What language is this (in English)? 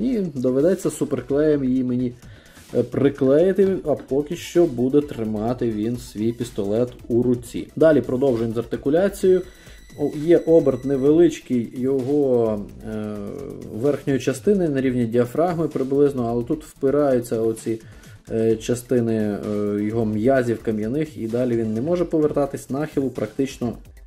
Ukrainian